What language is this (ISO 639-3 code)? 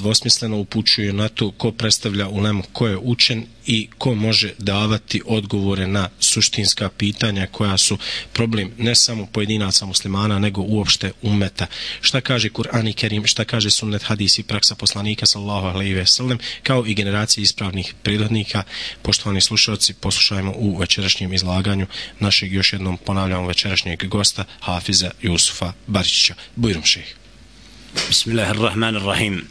bos